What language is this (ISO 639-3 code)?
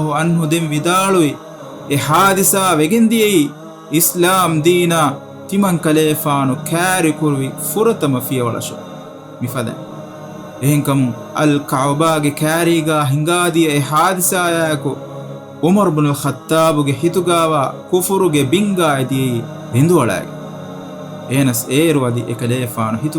div